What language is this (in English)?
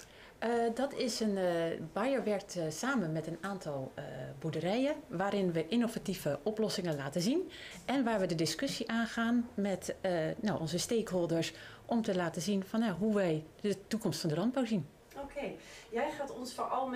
Dutch